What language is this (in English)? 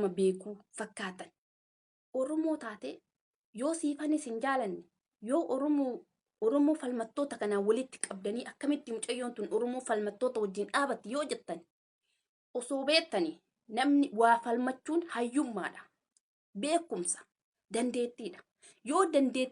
Oromo